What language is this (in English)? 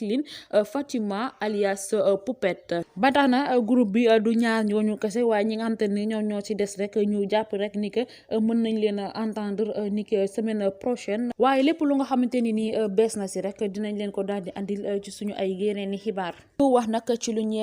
Wolof